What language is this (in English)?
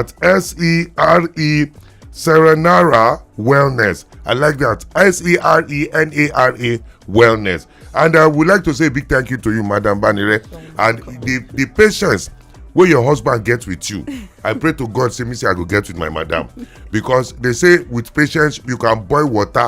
Nigerian Pidgin